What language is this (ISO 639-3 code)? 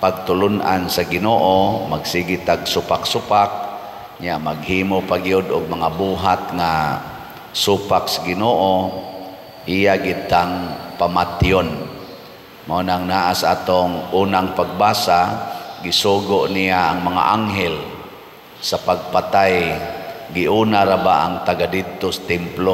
ceb